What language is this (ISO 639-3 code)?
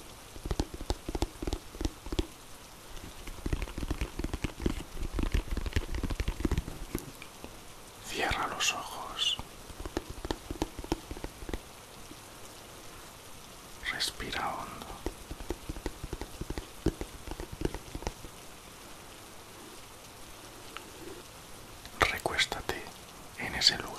spa